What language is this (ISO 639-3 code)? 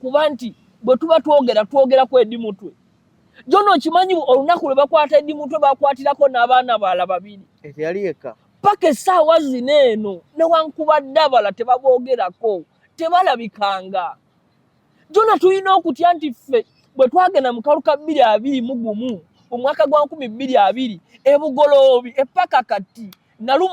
lug